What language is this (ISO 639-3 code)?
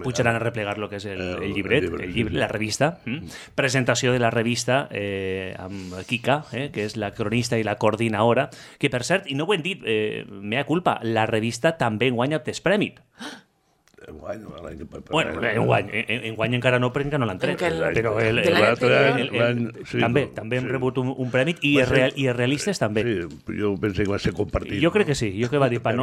cat